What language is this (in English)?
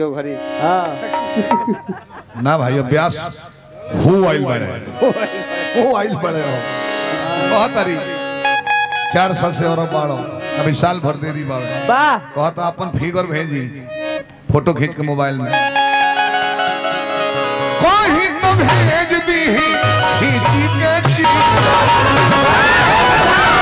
Bhojpuri